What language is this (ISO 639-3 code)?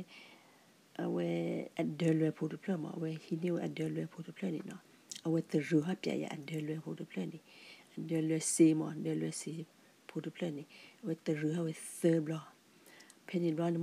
ksw